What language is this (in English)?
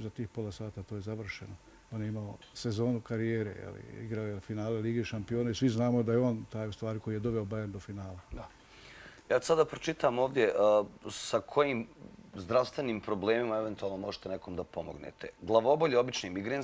Bosnian